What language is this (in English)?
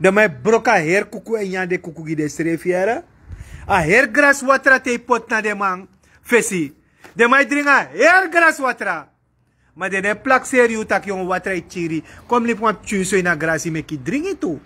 Sranan Tongo